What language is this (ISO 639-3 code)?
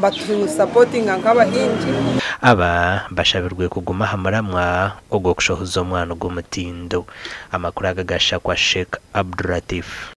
nyn